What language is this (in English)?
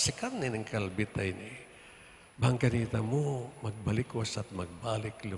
Pampanga